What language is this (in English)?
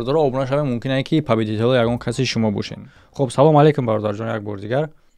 Tajik